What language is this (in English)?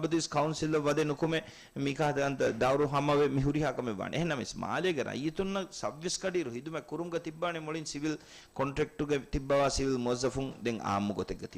Divehi